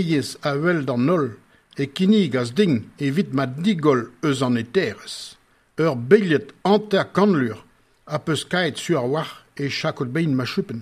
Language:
Breton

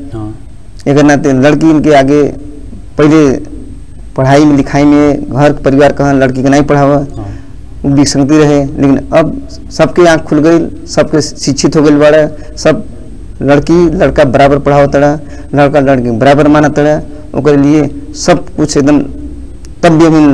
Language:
Bhojpuri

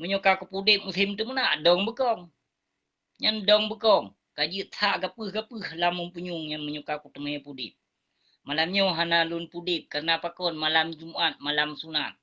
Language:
Achinese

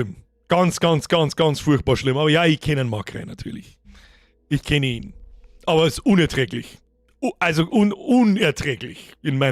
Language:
Bavarian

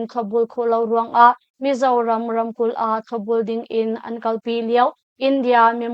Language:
Hakha Chin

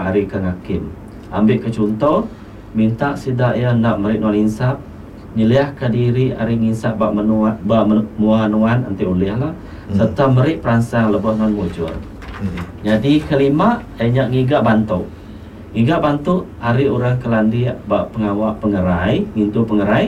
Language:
Iban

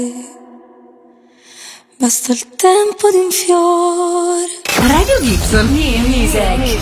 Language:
Italian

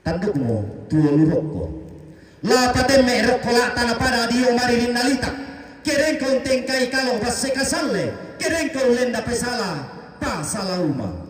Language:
Toraja-Sa'dan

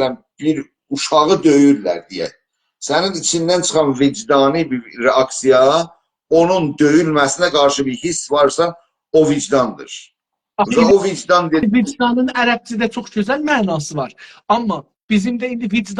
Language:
South Azerbaijani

